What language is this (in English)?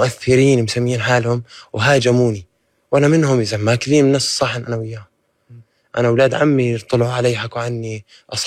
North Levantine Arabic